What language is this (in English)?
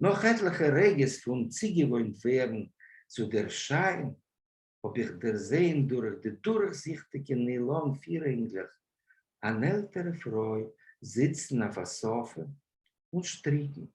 Yiddish